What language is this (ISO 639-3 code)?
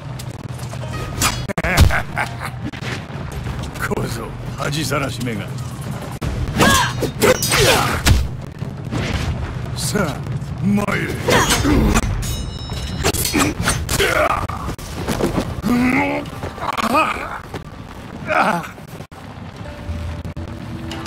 jpn